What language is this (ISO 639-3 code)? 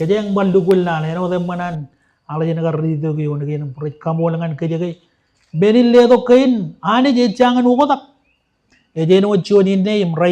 mah